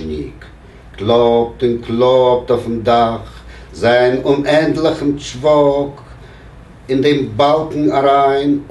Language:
Yiddish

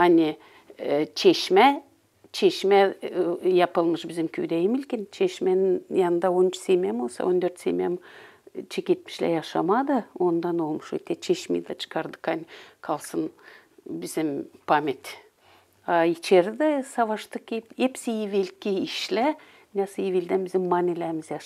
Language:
Gagauz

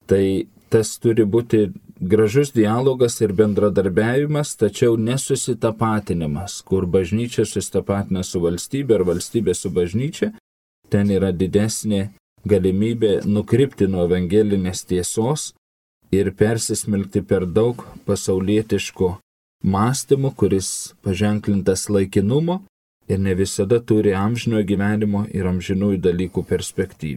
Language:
Lithuanian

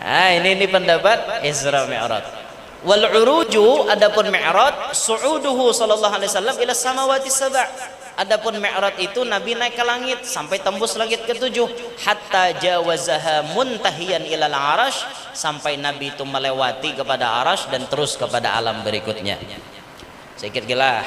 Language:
Banjar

